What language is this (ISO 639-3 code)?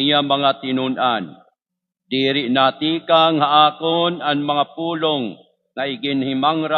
war